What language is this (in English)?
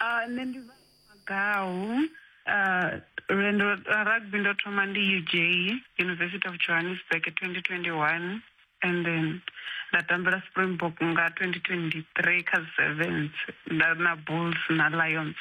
Venda